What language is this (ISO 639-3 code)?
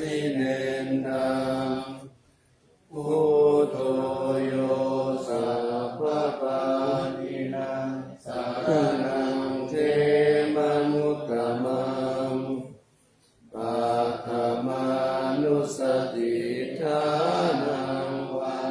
pli